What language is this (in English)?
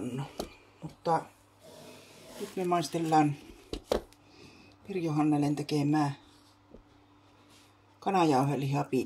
Finnish